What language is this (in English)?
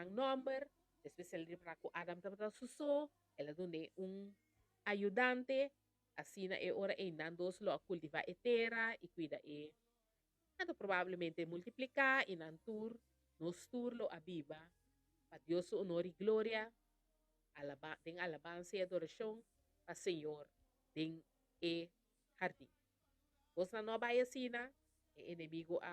Papiamento